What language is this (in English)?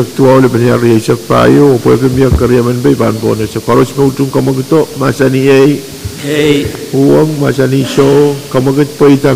Pohnpeian